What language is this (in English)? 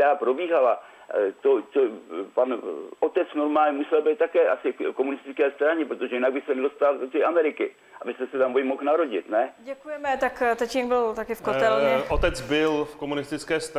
Czech